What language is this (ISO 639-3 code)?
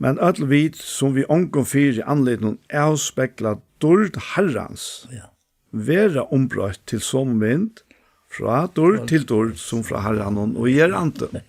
fao